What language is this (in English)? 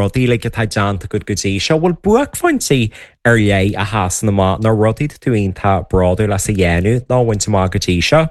Irish